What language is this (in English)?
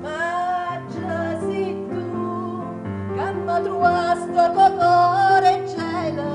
Neapolitan